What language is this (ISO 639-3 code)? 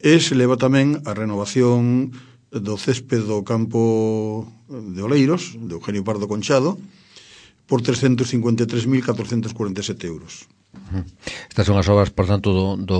glg